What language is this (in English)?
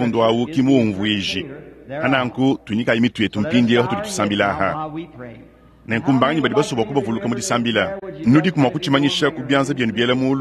Luba-Lulua